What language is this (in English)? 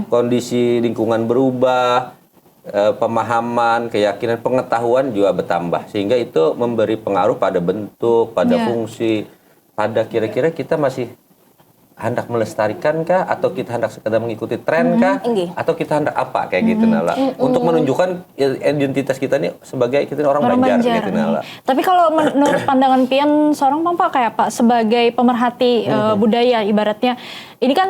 Banjar